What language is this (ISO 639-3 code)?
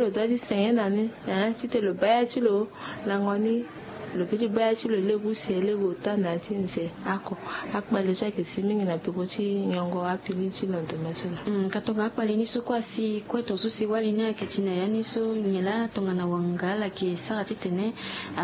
sag